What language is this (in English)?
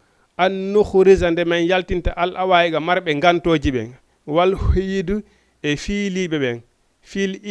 Fula